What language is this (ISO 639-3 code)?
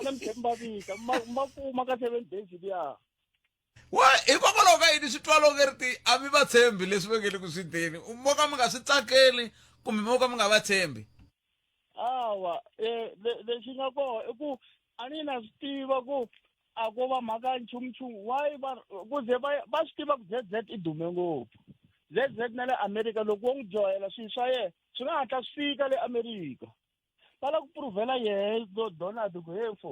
tso